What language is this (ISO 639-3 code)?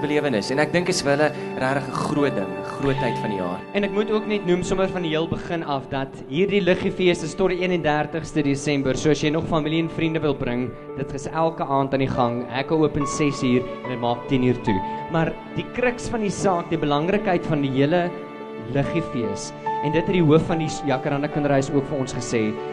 afr